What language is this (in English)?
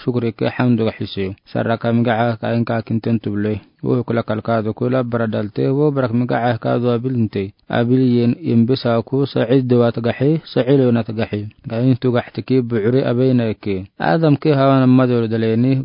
Afar